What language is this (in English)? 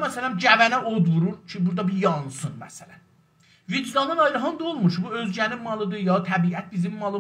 South Azerbaijani